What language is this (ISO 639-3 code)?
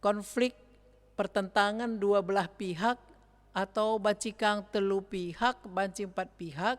btx